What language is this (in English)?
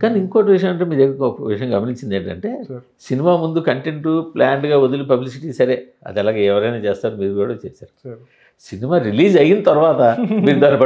Telugu